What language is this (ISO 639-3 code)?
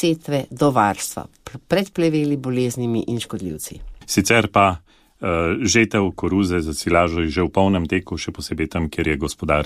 slv